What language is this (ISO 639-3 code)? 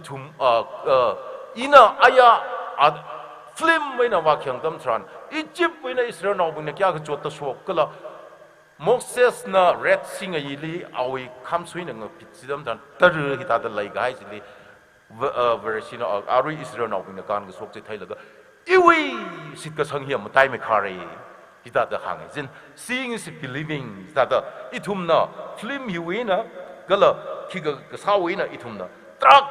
nmf